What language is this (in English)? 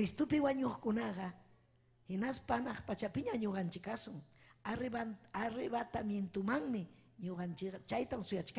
Ayacucho Quechua